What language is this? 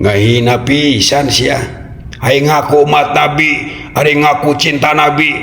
Sundanese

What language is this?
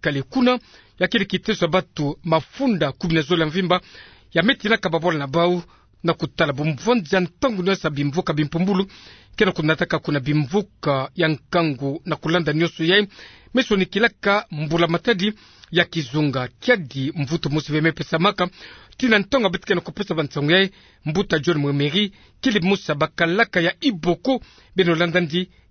Kituba (Democratic Republic of Congo)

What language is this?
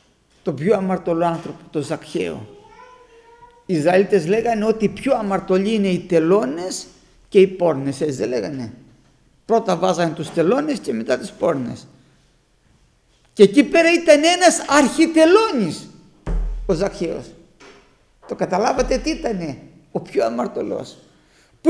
Greek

